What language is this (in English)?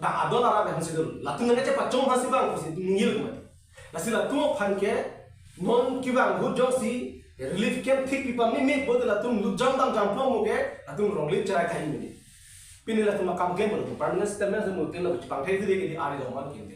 Karbi